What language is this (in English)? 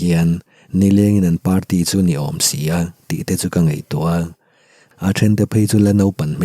Mizo